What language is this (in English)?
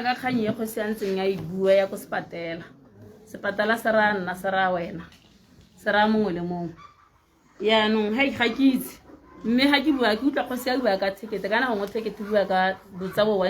Tswana